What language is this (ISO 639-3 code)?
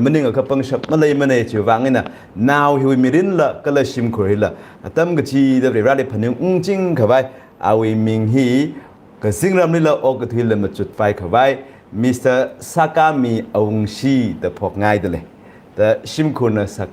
nmf